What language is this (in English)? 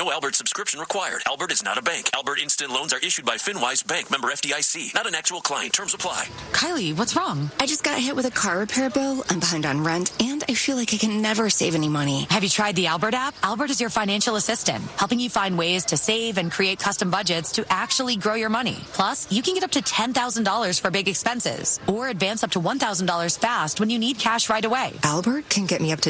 English